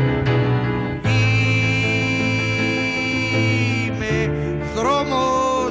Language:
Greek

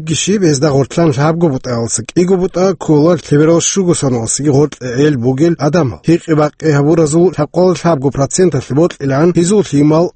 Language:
Avaric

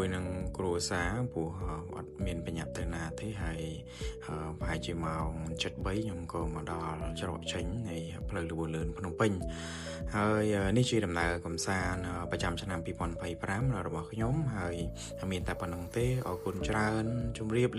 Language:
Khmer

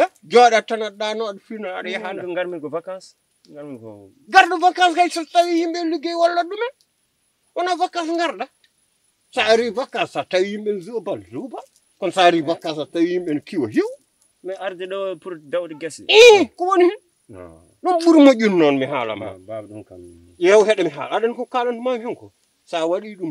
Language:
Fula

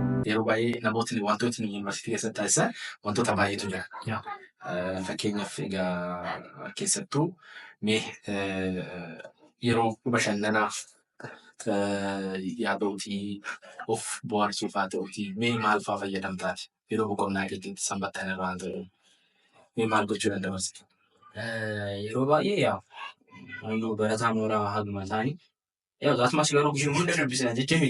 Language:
Oromo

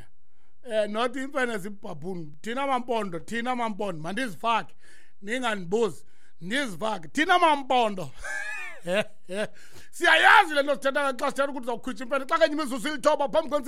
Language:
Xhosa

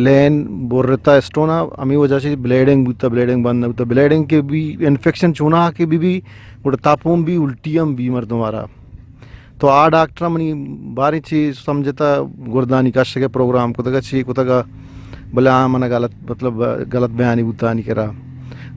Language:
Eastern Balochi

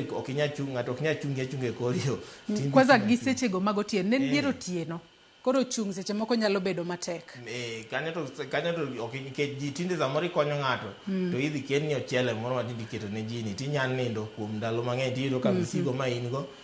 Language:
Luo (Kenya and Tanzania)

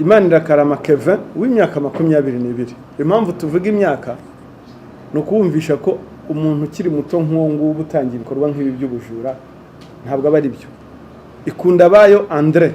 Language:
Kinyarwanda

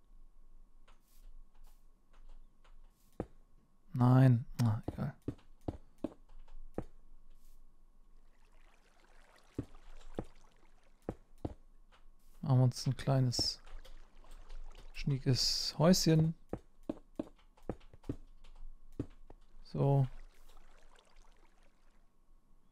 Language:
German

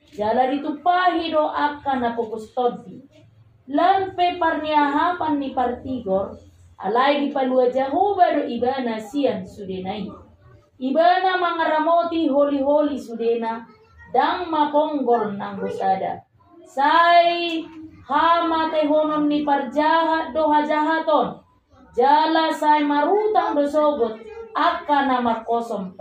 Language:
Batak Toba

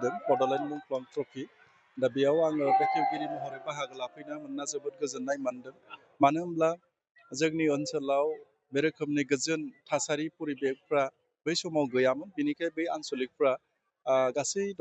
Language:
Bodo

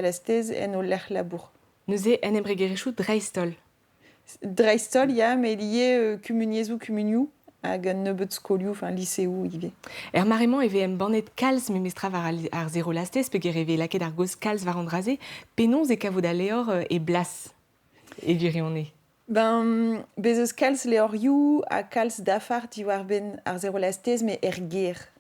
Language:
Breton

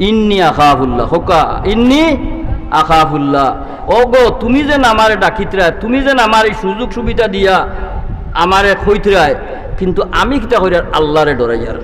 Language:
Sylheti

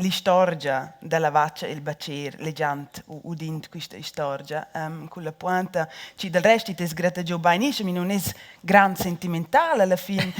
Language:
Romansh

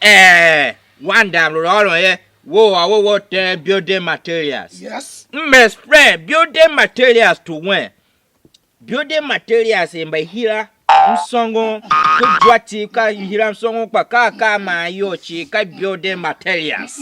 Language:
Tiv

